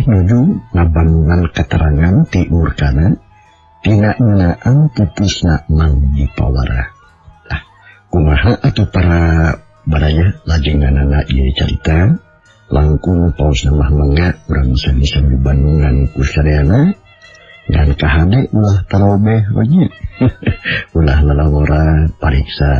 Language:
Sundanese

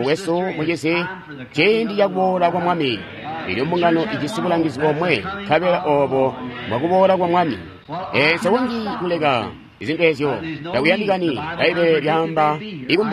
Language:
Tonga (Zambia)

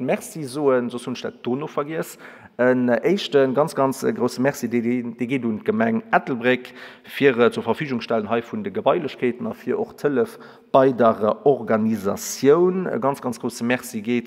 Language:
Luxembourgish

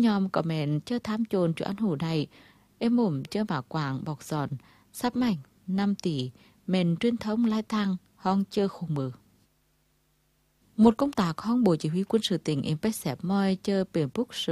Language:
Vietnamese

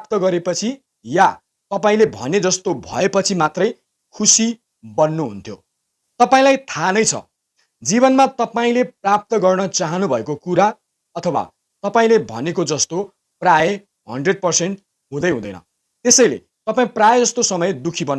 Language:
Nepali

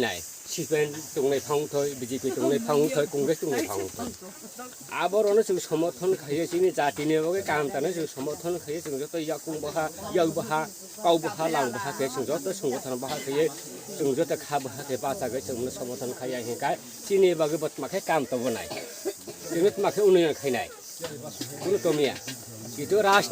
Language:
Kok Borok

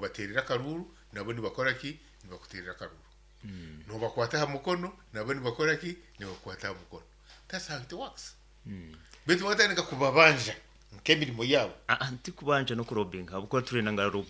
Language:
Nyoro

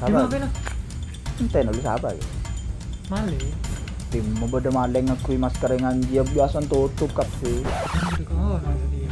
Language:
Madurese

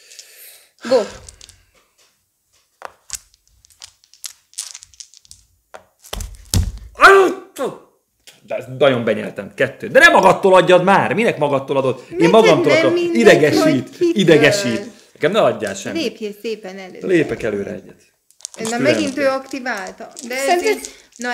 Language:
Hungarian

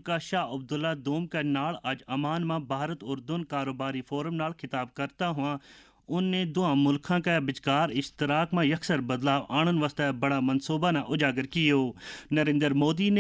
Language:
Gujari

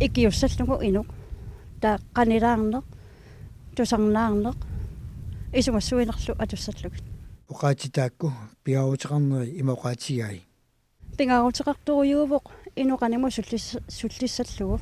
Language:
Kalaallisut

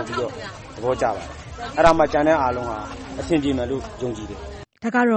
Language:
Burmese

